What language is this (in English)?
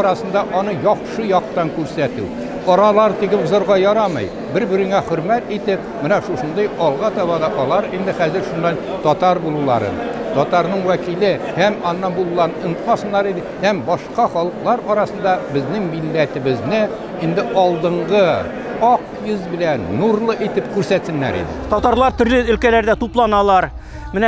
Tatar